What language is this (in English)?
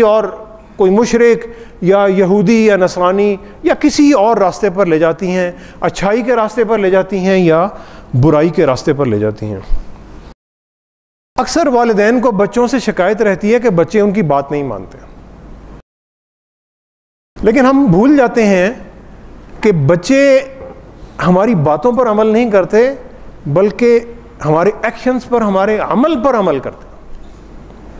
Urdu